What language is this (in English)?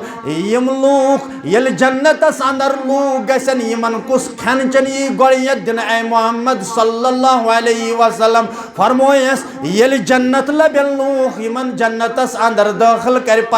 Kashmiri